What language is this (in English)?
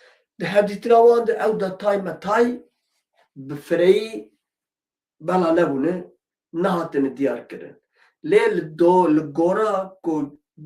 Kurdish